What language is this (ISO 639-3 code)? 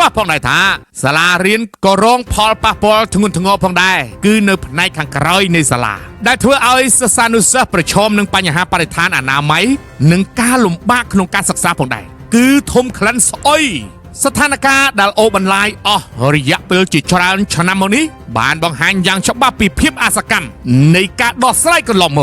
khm